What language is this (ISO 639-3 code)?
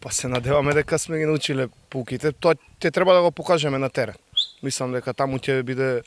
mkd